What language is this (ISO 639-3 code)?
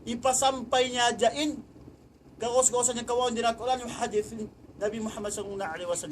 tsg